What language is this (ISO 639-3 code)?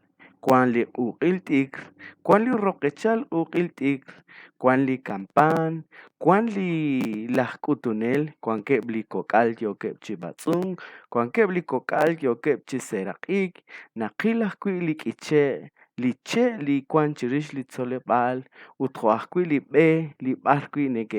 kek